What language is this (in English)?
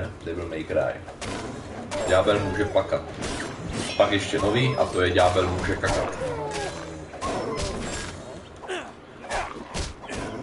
Czech